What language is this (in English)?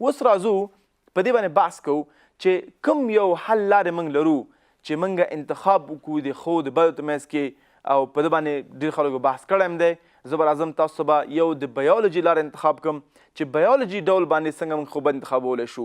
Pashto